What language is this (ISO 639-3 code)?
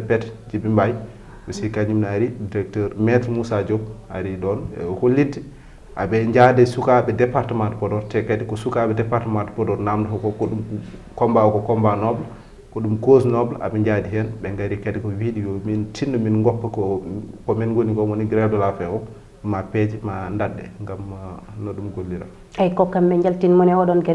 ful